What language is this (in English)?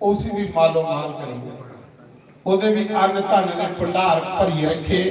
Dogri